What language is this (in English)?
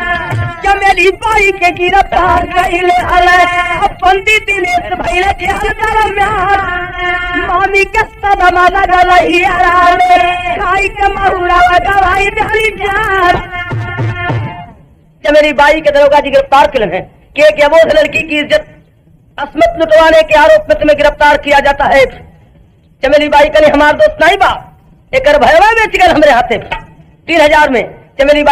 Bhojpuri